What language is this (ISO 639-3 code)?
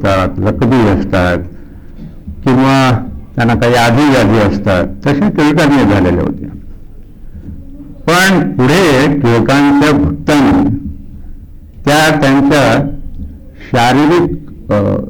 mar